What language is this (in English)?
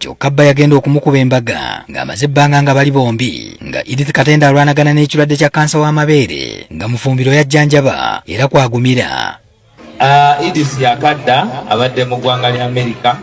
Ganda